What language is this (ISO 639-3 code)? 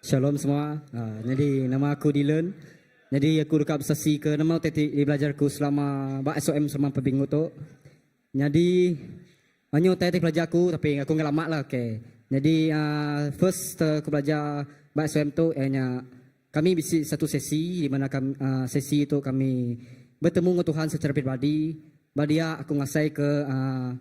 iba